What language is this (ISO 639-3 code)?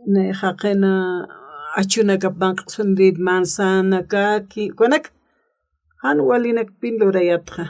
aym